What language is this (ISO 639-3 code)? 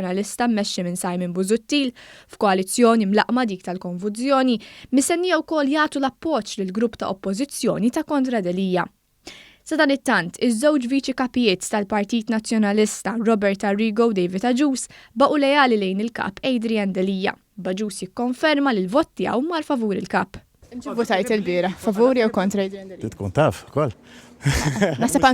mlt